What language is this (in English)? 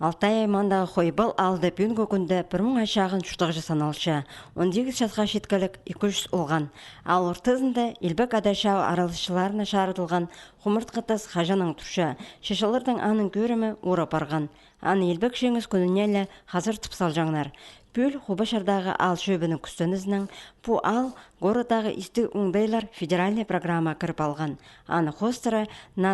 Khakas